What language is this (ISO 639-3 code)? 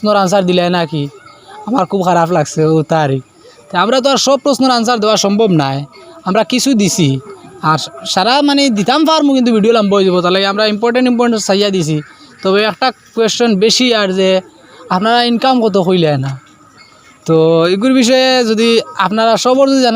syl